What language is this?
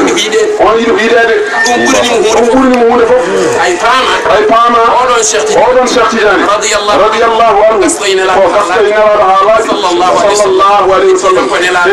Fula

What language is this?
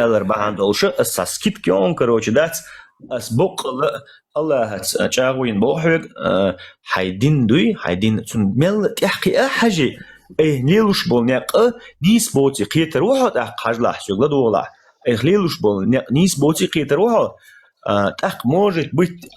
Chechen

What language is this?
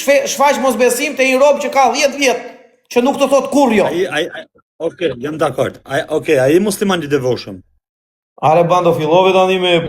Albanian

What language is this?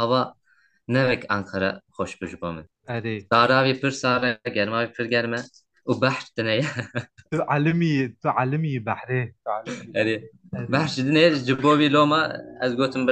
Kurdish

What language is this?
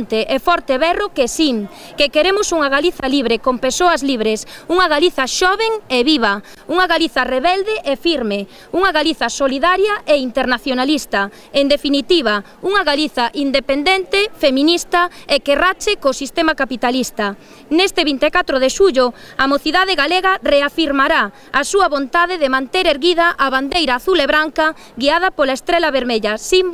Galician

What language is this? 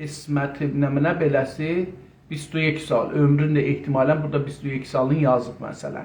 South Azerbaijani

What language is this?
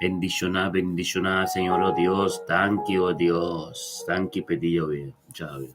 Papiamento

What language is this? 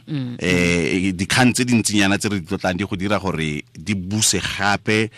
Tswana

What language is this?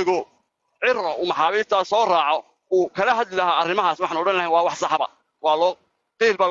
Somali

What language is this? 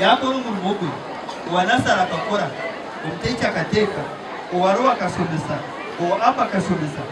Nyankole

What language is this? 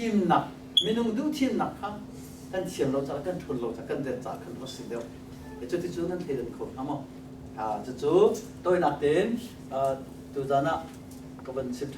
Hakha Chin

